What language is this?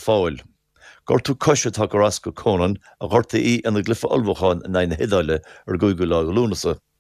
Irish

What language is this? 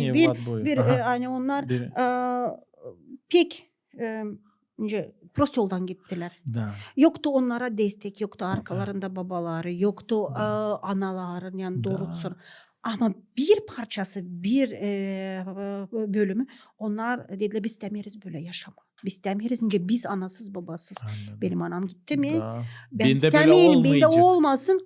Gagauz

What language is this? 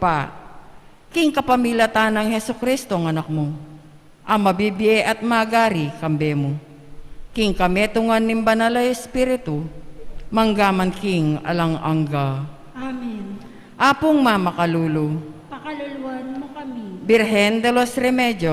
Pampanga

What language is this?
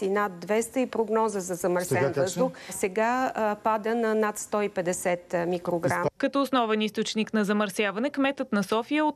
Bulgarian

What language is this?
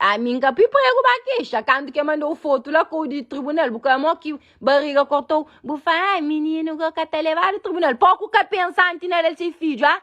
Kabuverdianu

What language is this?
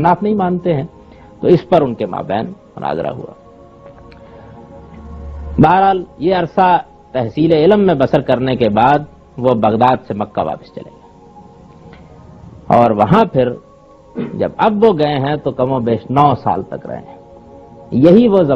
Urdu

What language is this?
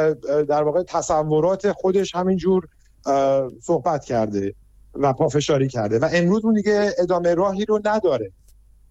Persian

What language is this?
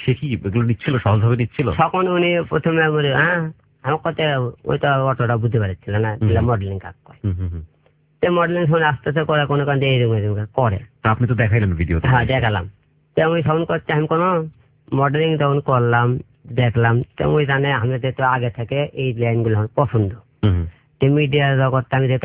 Bangla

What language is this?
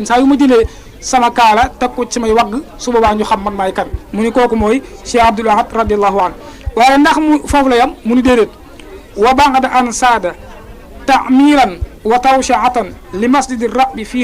Wolof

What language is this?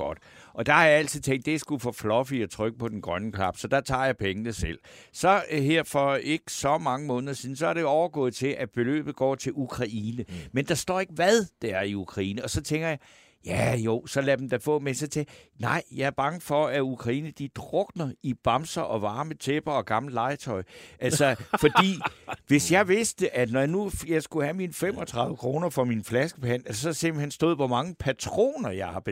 Danish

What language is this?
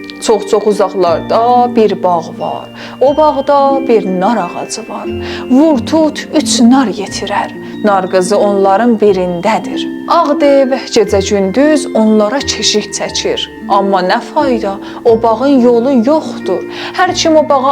South Azerbaijani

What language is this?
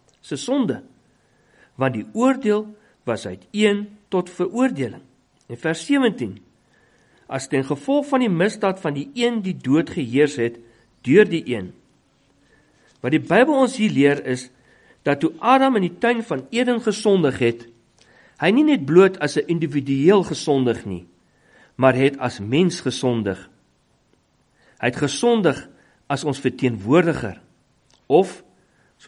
Afrikaans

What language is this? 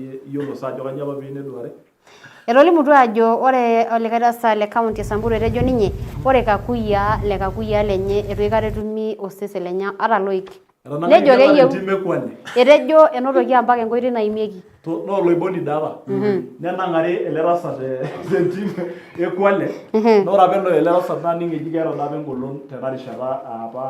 Masai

